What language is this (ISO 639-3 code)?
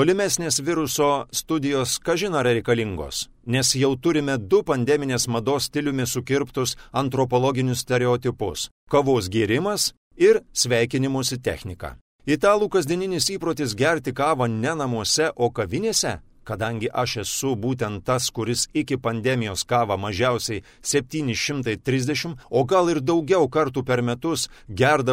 lit